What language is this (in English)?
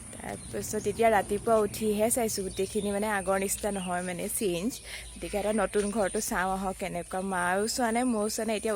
Assamese